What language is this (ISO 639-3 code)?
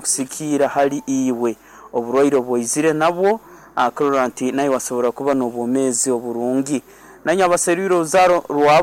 nyo